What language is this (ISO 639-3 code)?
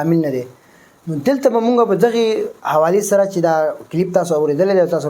pus